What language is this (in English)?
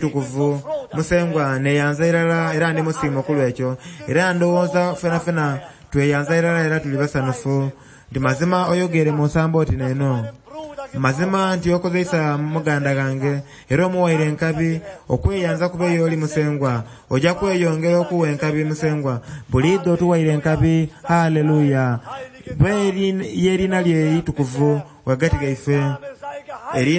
Soga